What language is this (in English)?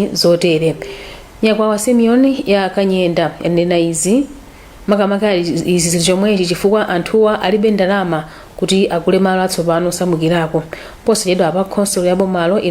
Nyanja